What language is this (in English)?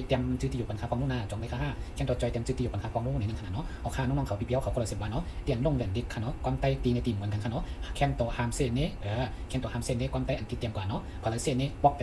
Shan